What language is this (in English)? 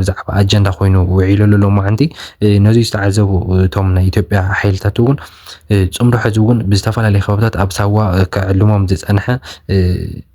Tigrinya